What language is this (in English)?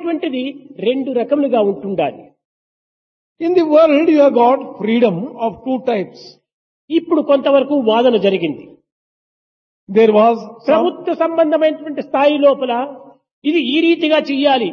Telugu